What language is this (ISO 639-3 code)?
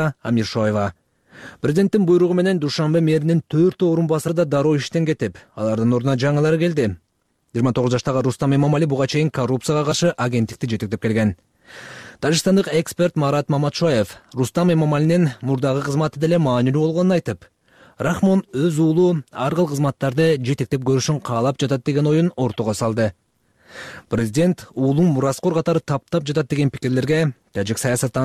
kir